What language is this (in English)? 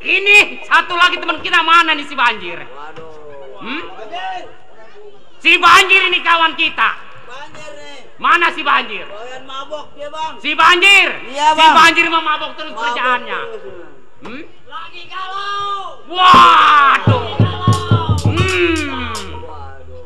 Betawi